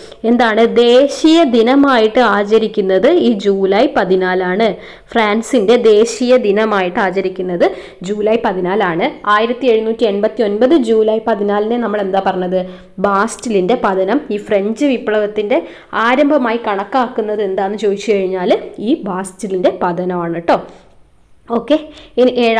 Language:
Malayalam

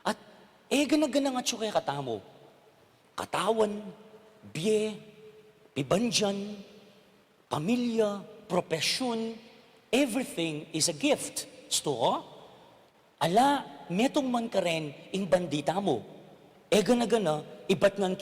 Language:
Pampanga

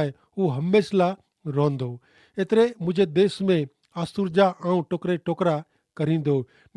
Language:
Kachhi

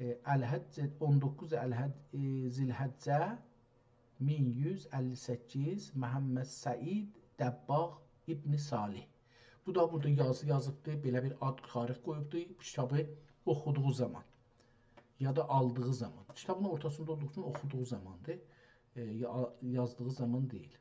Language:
South Azerbaijani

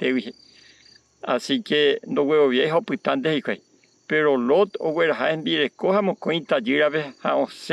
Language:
Guarani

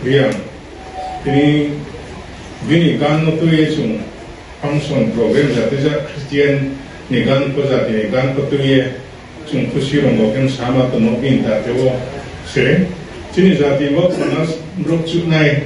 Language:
Riang (India)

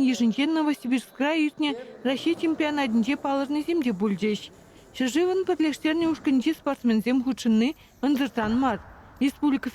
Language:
Chuvash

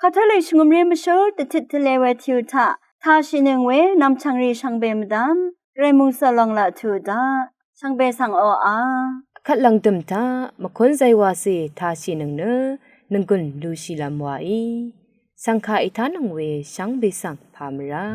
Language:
Rawang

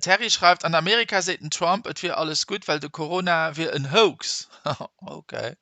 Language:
Luxembourgish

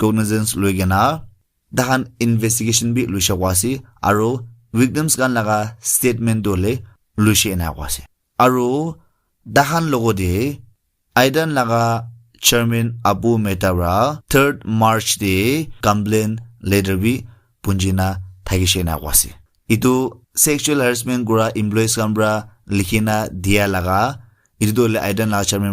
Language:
Naga Pidgin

